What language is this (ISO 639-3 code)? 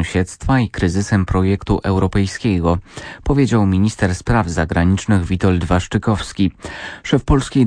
pol